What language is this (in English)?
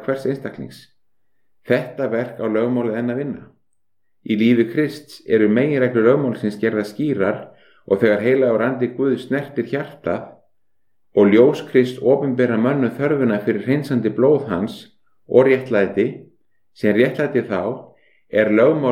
Icelandic